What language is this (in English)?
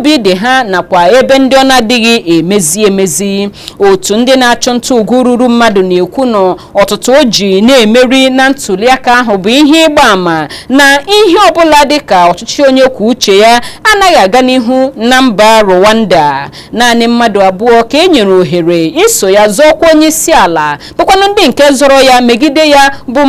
Igbo